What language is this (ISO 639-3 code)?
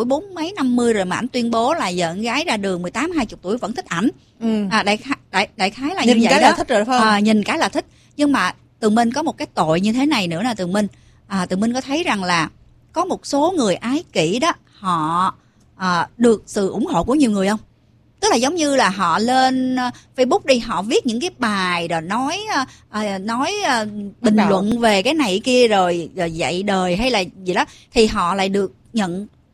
vie